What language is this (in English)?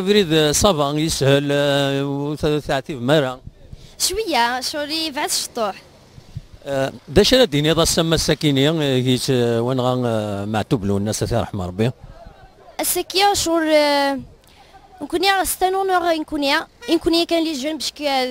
Kabyle